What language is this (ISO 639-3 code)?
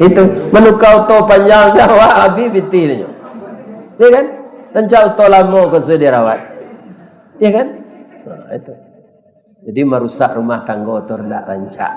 min